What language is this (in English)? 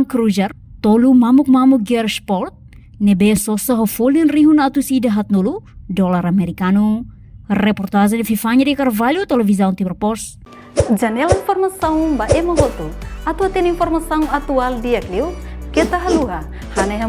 Tetum